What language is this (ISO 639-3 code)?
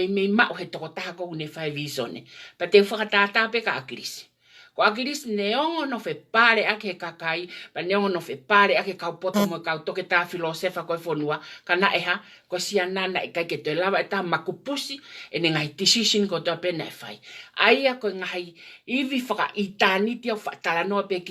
ton